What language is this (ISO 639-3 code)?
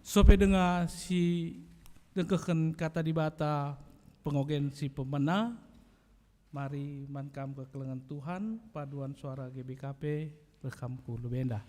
btx